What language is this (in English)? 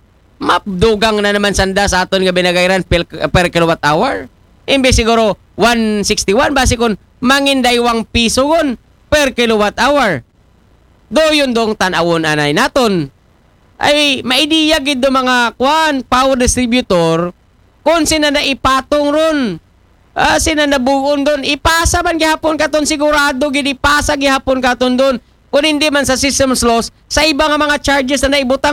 Aklanon